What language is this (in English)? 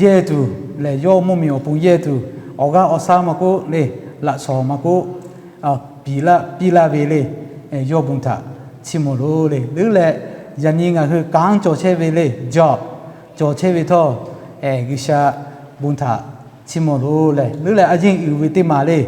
Lahu